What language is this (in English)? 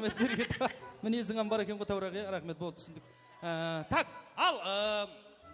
Kara-Kalpak